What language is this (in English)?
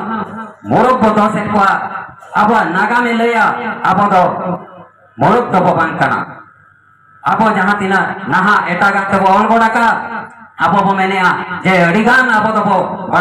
Santali